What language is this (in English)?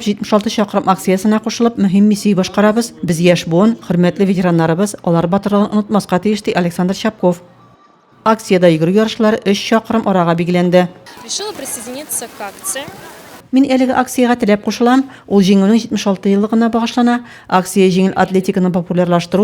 Tatar